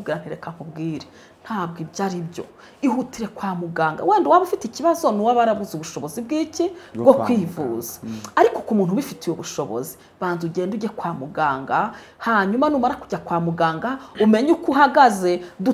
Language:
Kinyarwanda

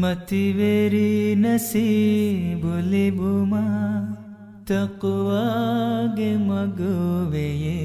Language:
Divehi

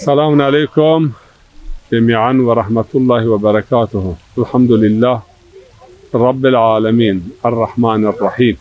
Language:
Zaza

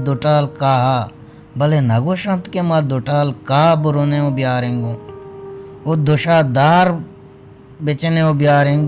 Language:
Baluchi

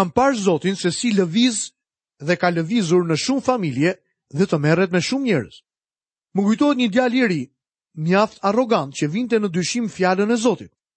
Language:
Albanian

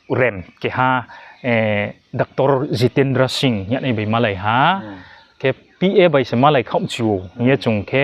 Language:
Riang (India)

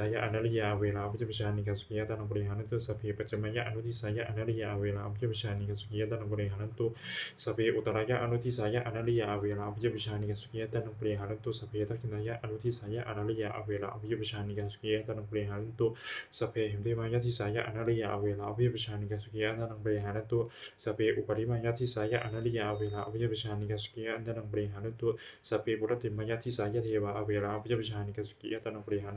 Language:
Pali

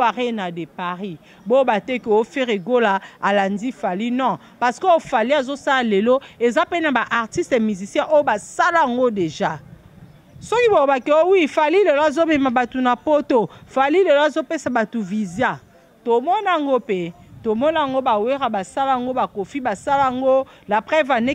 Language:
Lingala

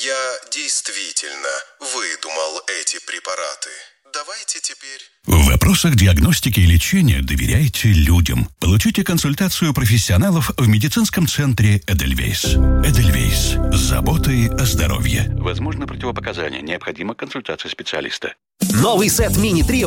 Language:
Russian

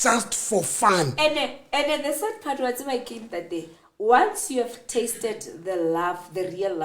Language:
Southern Sotho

